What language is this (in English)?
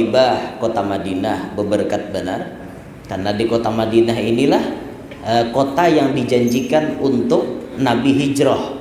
Banjar